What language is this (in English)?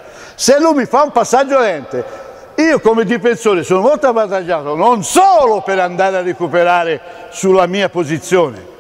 Italian